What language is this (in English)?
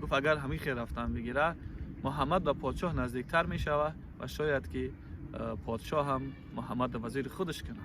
Tajik